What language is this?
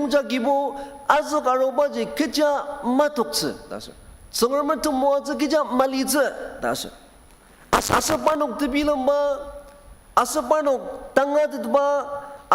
Ao Naga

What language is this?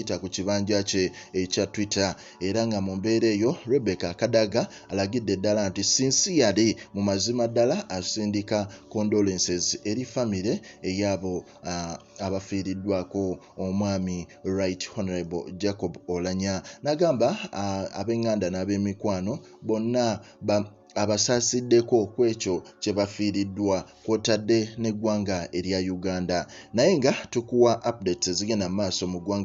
Ganda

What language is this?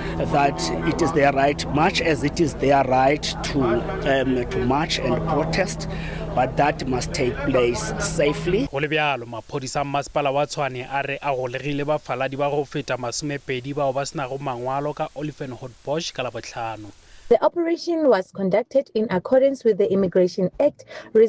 Tswana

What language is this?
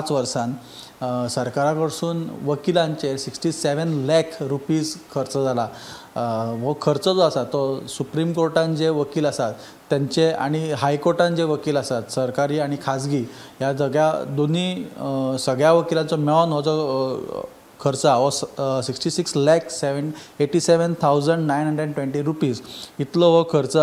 Konkani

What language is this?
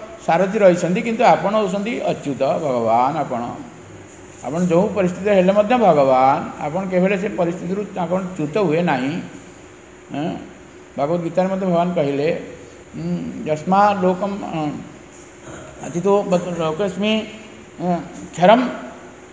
Odia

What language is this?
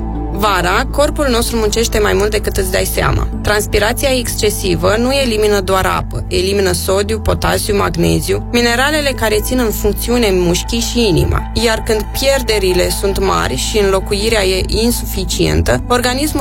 Romanian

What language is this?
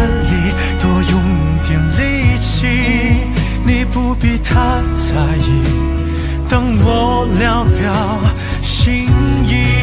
Chinese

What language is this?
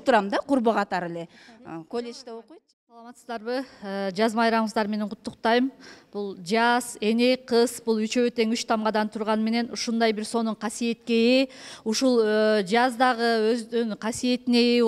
Kyrgyz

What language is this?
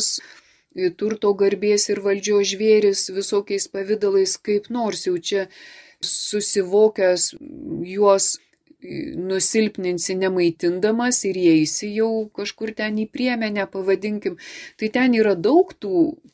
Lithuanian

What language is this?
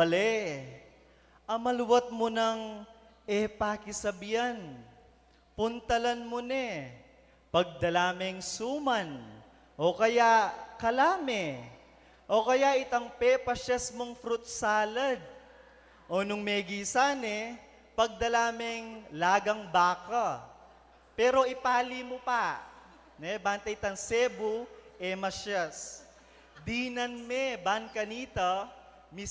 Pampanga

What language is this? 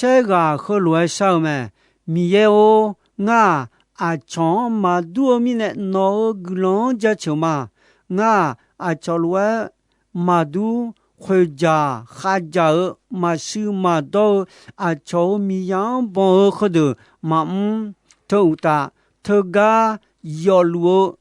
Akha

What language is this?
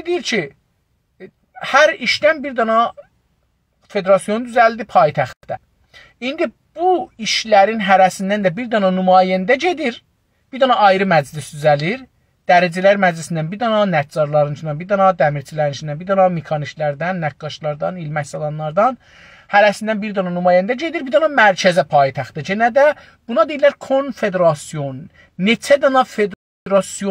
South Azerbaijani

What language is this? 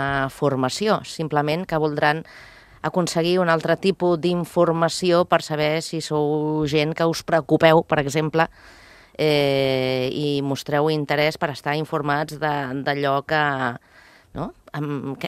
Catalan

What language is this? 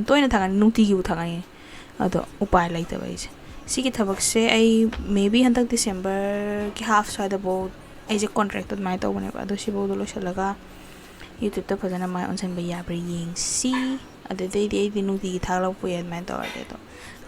Manipuri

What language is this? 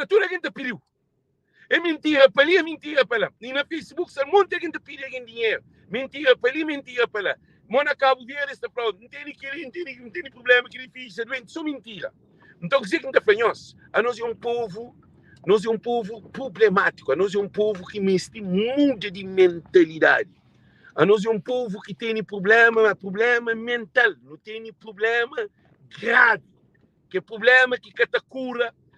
Kabuverdianu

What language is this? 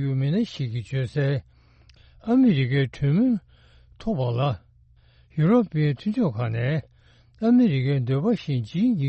Tibetan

